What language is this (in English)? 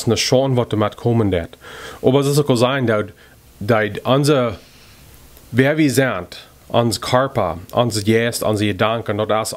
Plautdietsch